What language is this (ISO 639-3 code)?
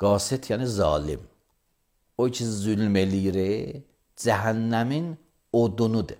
aze